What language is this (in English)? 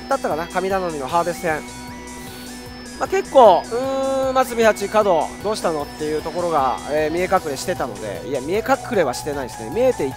Japanese